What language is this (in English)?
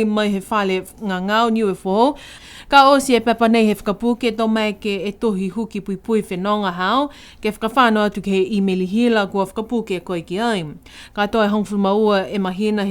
Niuean